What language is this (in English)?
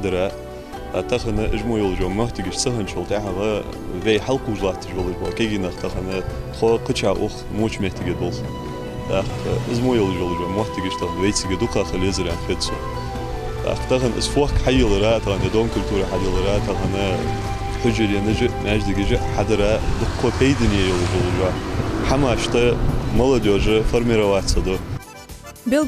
Ingush